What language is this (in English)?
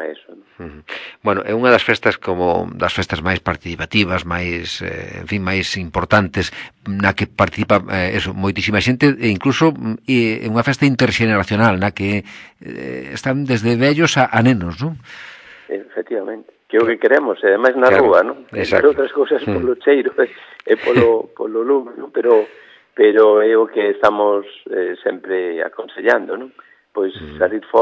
Galician